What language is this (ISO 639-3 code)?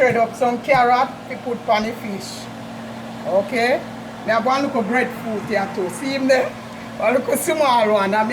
jam